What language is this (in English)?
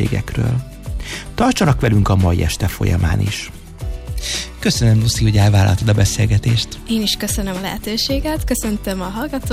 Hungarian